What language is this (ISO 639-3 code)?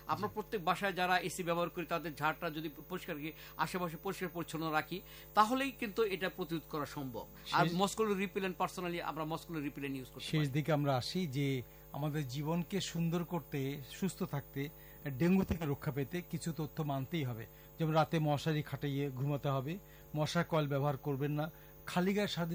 ben